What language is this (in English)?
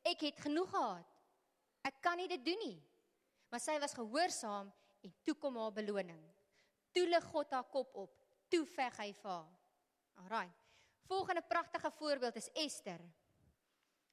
Afrikaans